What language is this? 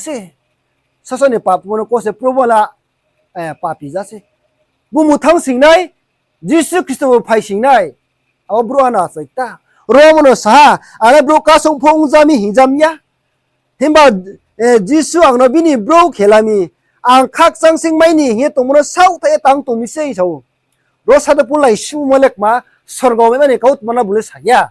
Riang (India)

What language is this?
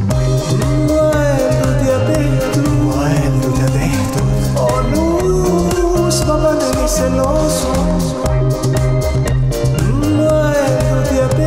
Estonian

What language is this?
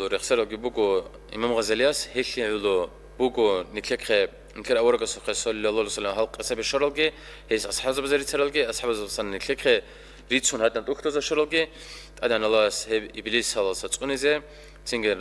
Avaric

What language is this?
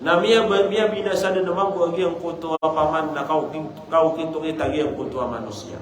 Maranao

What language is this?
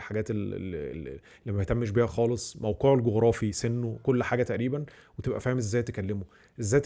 Egyptian Arabic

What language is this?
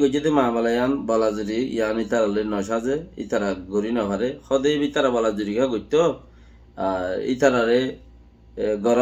Rohingya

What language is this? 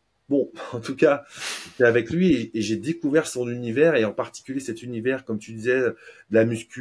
French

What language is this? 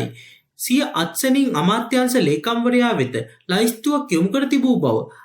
Sinhala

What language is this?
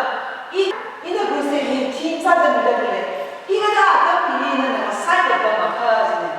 Tangkhul Naga (India)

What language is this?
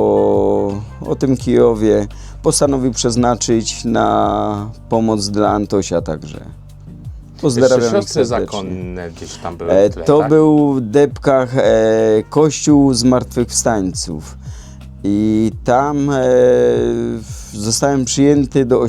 Silesian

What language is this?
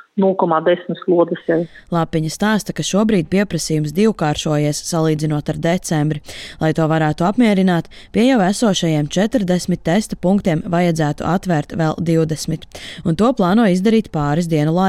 Latvian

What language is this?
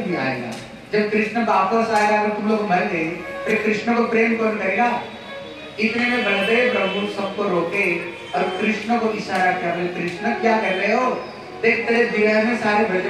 Hindi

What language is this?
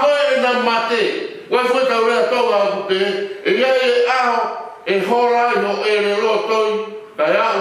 Tongan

